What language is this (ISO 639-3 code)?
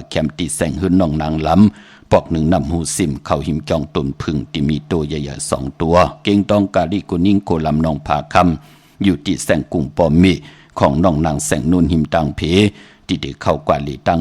shn